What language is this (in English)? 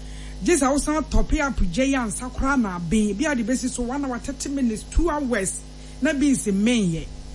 Akan